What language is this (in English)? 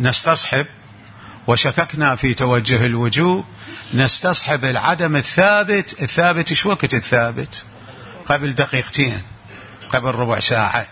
Mesopotamian Arabic